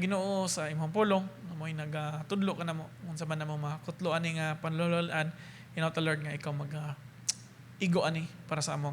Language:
Cebuano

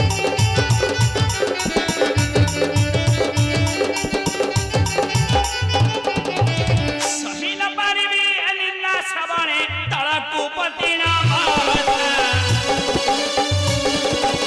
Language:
Odia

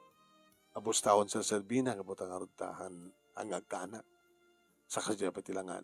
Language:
Iloko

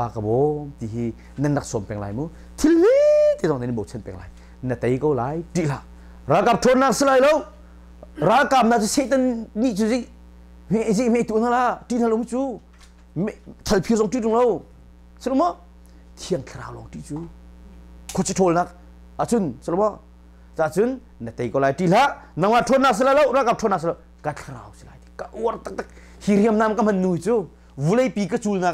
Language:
Hakha Chin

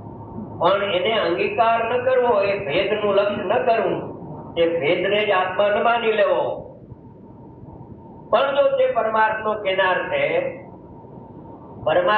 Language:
Gujarati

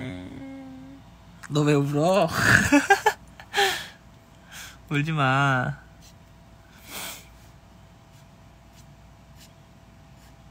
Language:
Korean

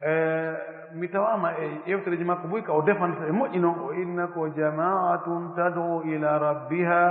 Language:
Pular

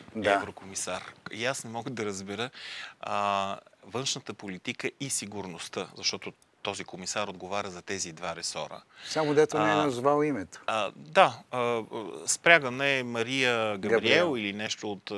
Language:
Bulgarian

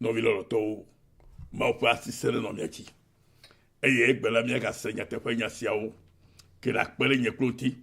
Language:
Ewe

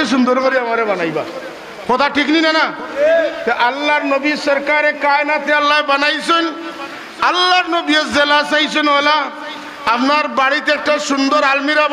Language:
Sylheti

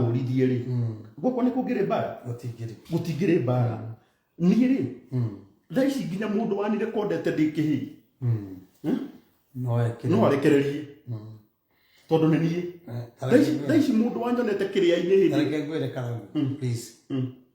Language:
Kikuyu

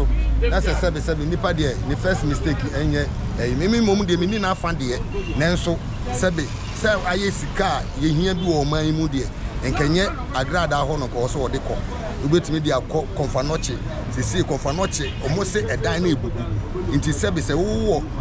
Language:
Akan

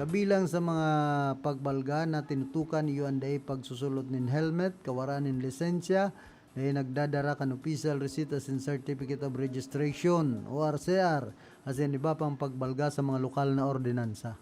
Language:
Bikol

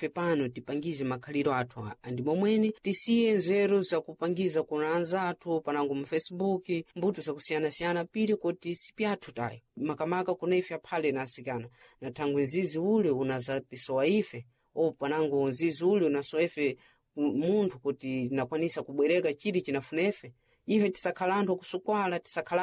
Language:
Sena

